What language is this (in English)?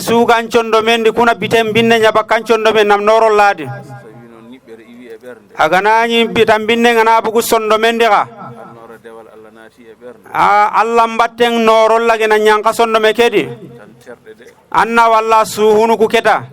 Fula